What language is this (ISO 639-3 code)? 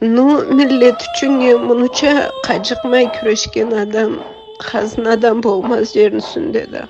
krc